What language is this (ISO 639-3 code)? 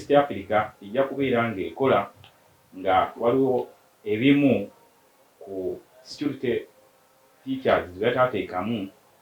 lug